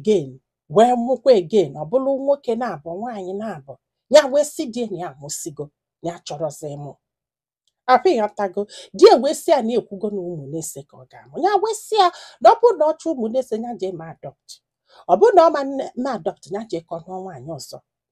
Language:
Igbo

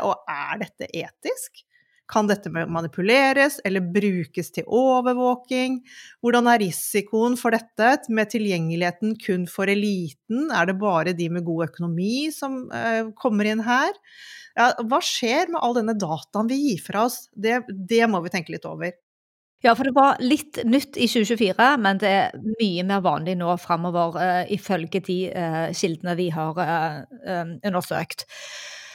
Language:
Norwegian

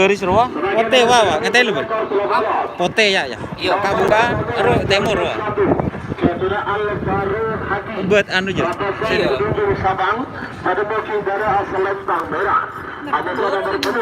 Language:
Madurese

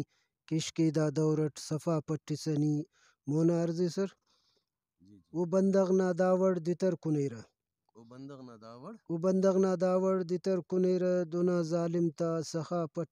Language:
Brahui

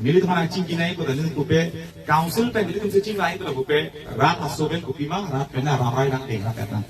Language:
Karbi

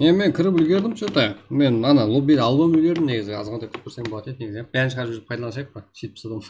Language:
Kara-Kalpak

